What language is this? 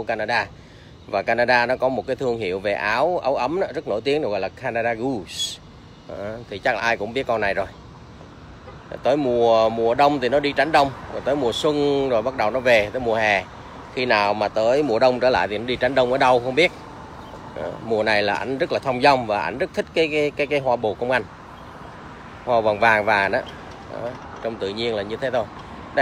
Vietnamese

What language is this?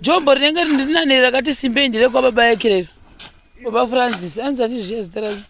Shona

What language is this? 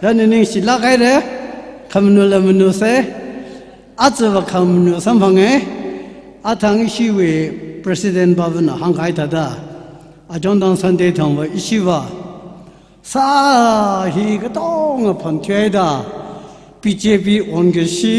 Tangkhul Naga (India)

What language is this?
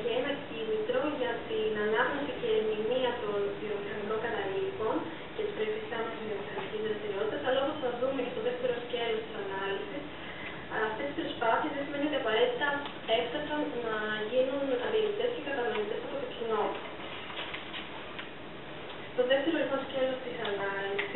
Greek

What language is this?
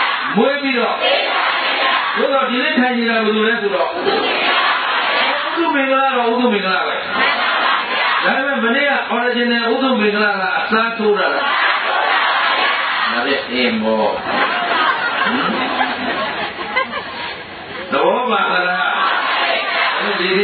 Burmese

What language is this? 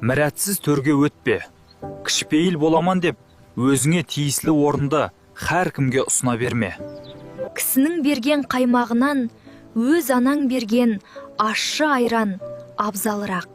Kara-Kalpak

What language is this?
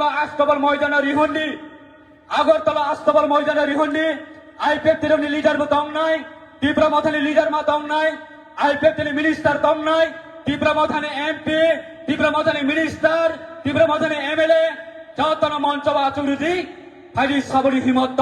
Kok Borok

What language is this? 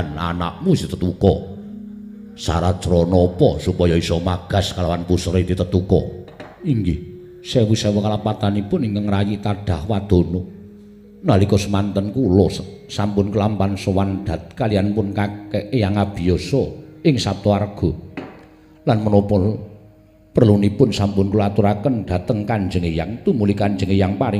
Javanese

